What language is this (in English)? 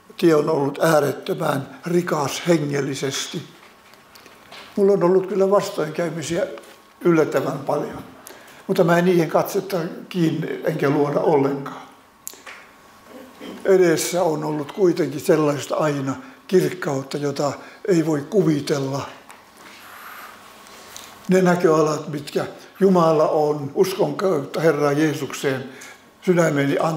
Finnish